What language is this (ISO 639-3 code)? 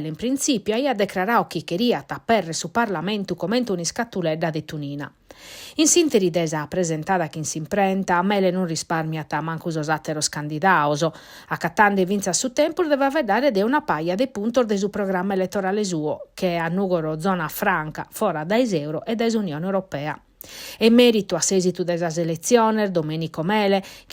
srd